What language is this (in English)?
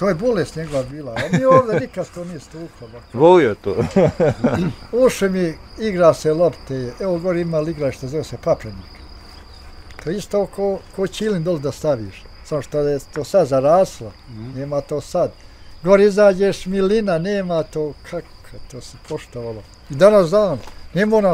Bosnian